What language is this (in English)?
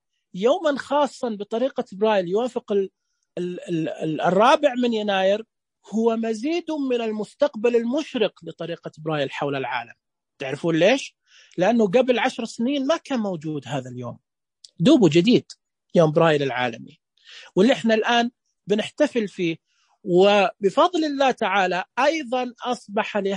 Najdi Arabic